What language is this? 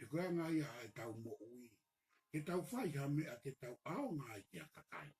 Tongan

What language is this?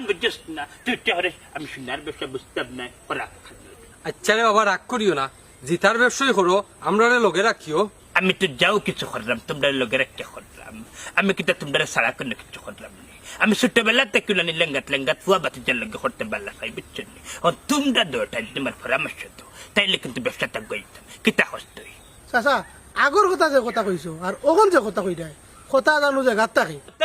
Sylheti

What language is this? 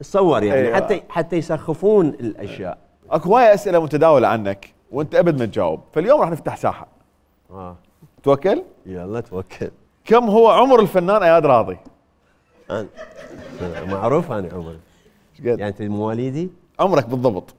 Mesopotamian Arabic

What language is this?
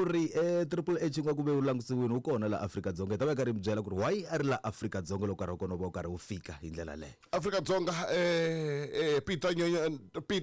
Tsonga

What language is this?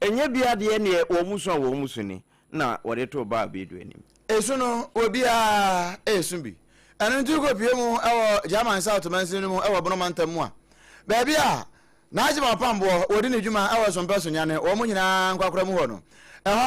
Akan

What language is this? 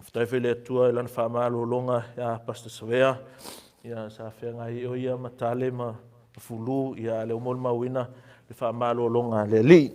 Samoan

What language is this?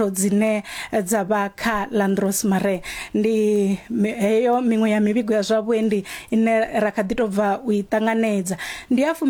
Venda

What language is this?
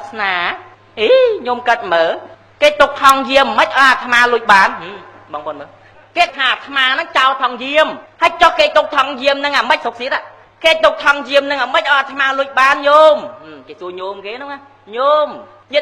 Khmer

